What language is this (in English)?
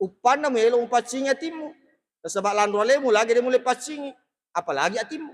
Buginese